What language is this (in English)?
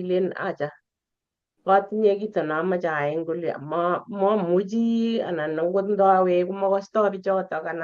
Kalenjin